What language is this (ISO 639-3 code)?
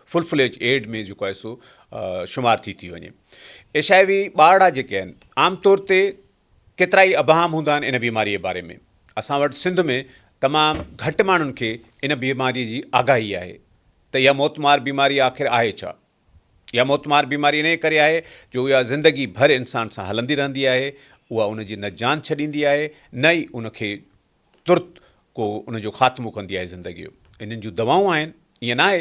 snd